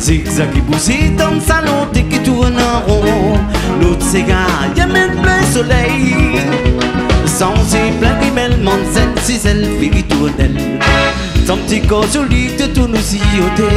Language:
Réunion Creole French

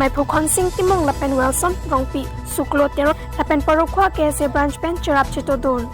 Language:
Karbi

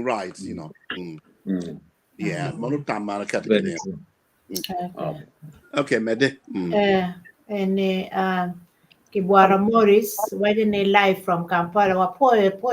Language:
Acoli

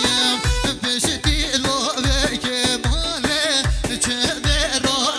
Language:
Kurdish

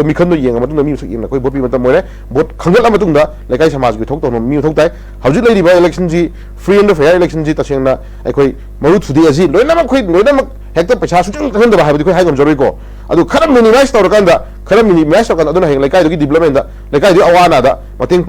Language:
Manipuri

